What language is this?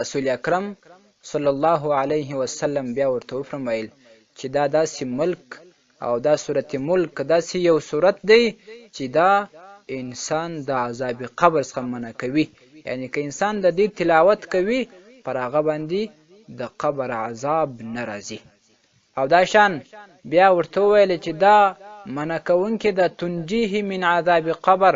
Pashto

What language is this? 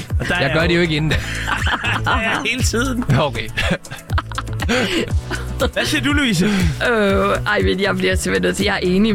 Danish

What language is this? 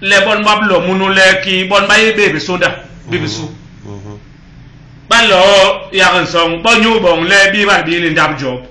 Basaa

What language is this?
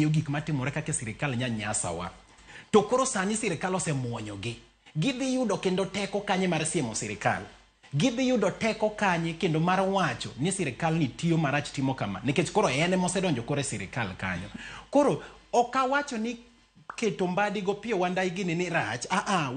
Luo (Kenya and Tanzania)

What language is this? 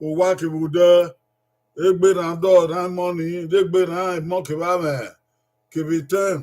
Bini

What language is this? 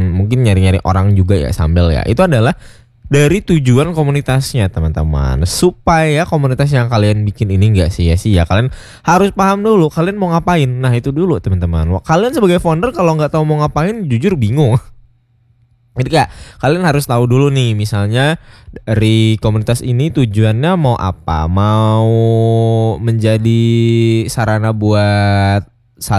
Indonesian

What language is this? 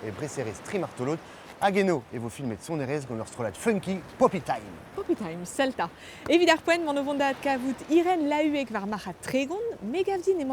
Breton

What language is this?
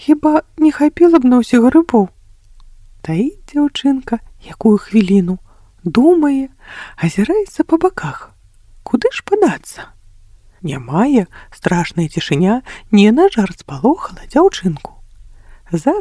Belarusian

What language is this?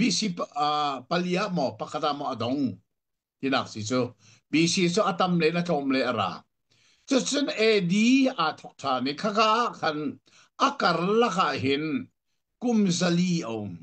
Hakha Chin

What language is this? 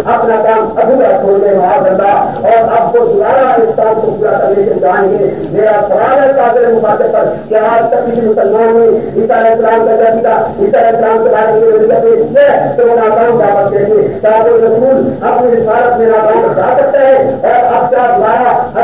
Urdu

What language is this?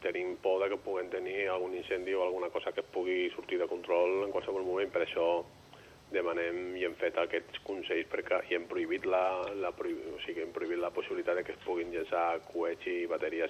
Catalan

